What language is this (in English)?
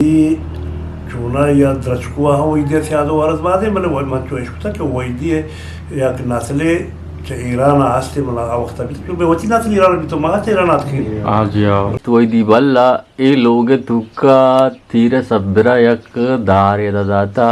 Eastern Balochi